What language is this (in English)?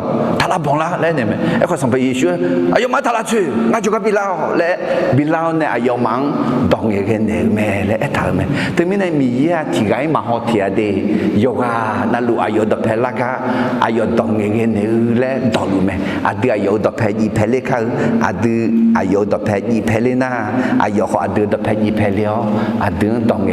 Akha